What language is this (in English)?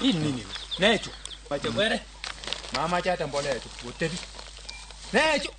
Luo (Kenya and Tanzania)